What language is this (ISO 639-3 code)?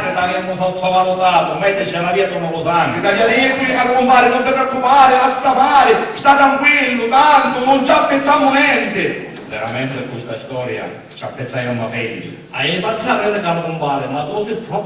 scn